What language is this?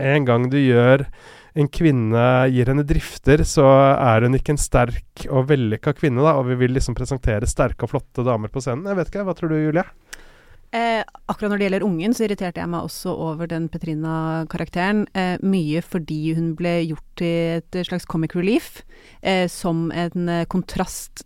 Norwegian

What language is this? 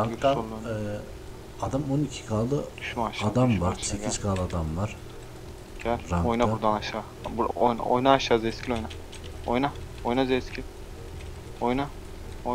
Turkish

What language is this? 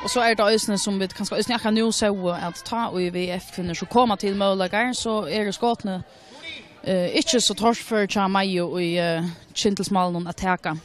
Faroese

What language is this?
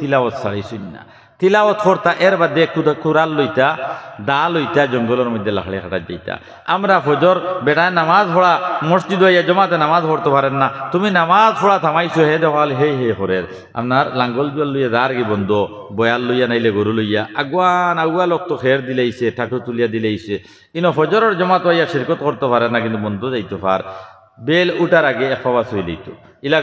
Sylheti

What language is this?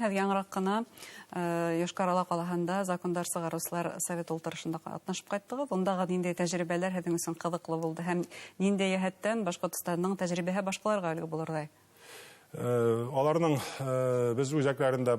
Bashkir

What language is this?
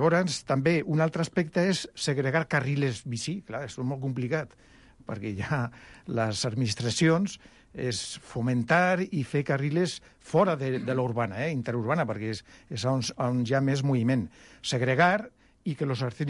Catalan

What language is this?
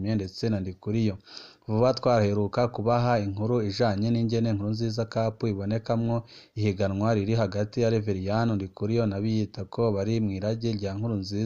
Rundi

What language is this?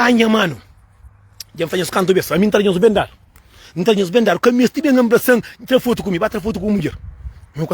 Kabuverdianu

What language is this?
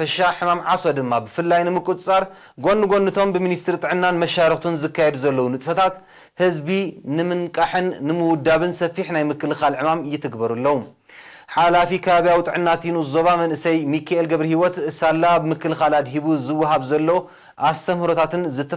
Tigrinya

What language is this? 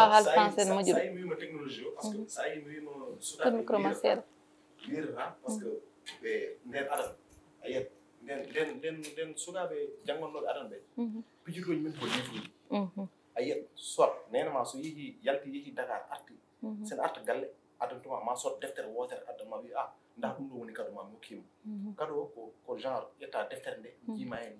Fula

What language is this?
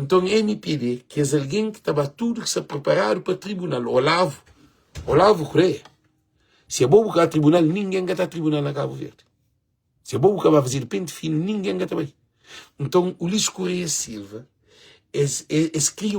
Kabuverdianu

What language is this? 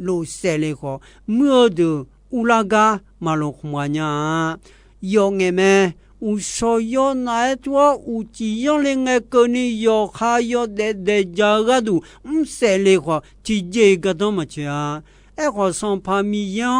Akha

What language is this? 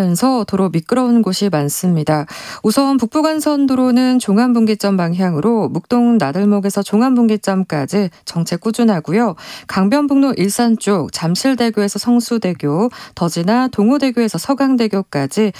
Korean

